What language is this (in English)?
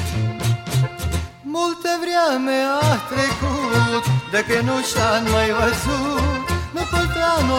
Romanian